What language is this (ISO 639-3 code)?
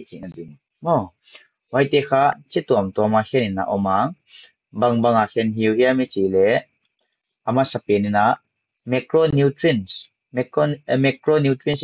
pck